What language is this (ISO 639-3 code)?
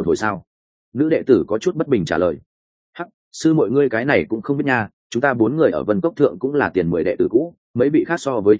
vie